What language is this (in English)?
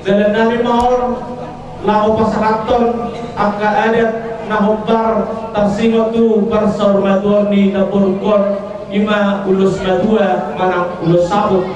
Batak Toba